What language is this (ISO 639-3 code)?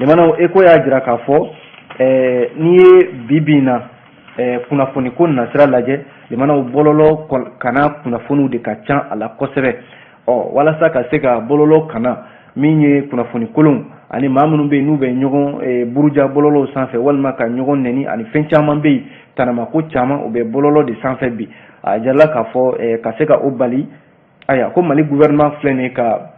bam